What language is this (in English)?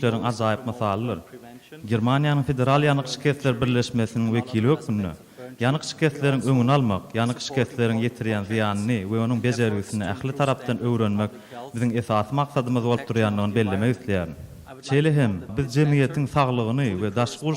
Turkmen